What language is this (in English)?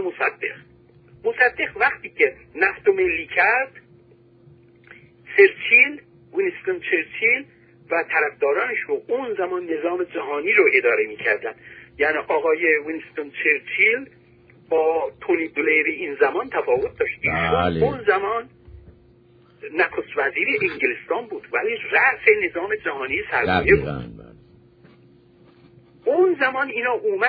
Persian